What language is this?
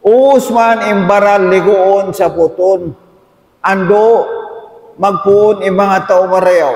Tausug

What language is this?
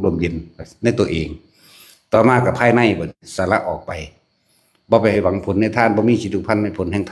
Northeastern Thai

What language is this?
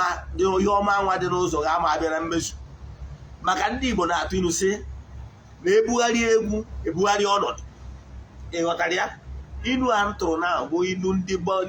Igbo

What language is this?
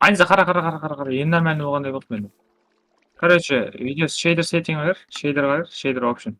Kara-Kalpak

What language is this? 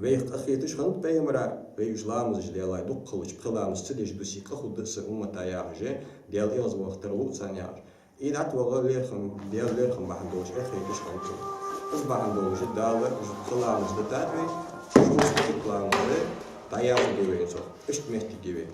Ingush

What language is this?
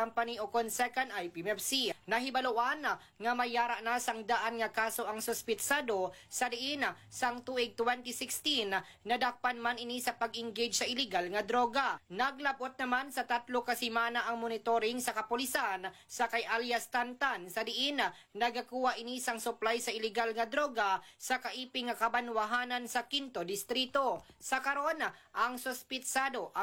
Hiligaynon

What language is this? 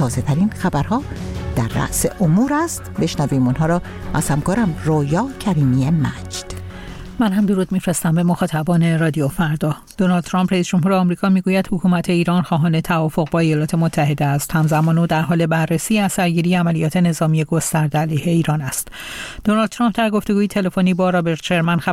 Persian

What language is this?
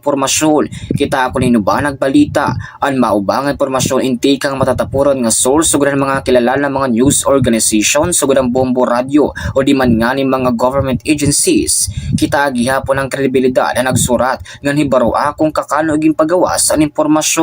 Waray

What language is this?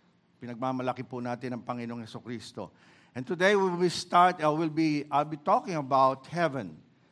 Filipino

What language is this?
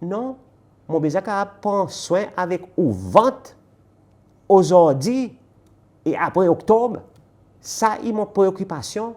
Seselwa Creole French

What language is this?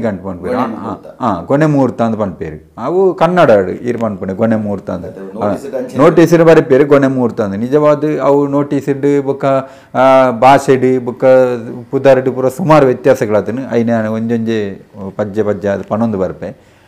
Tulu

